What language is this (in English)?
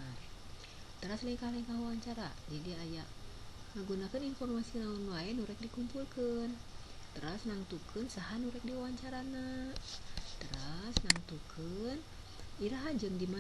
Sundanese